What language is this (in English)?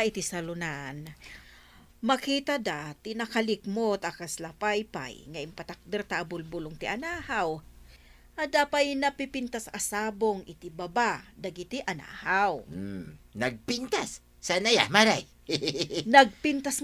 Iloko